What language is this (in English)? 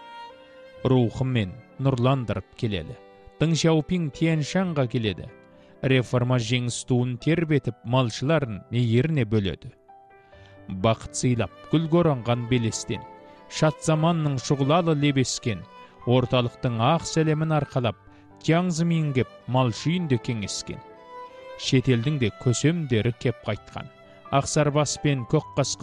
Kazakh